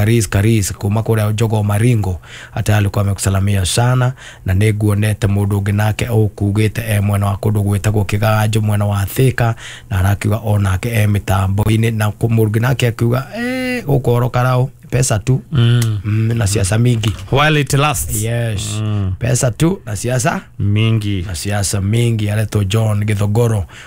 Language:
Kikuyu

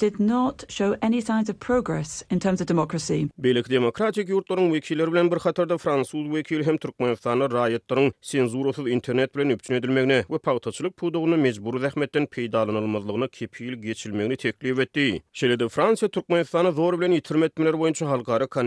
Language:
Turkmen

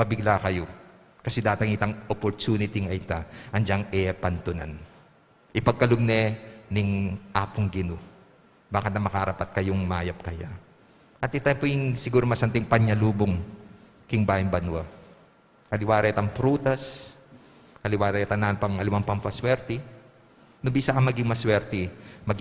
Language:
Pampanga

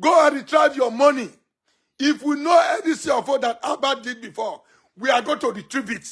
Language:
Nigerian Pidgin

